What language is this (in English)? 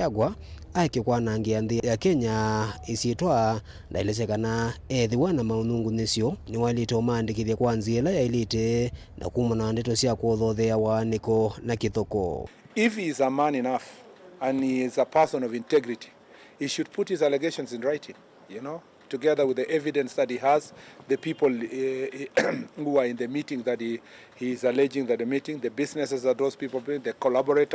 Kamba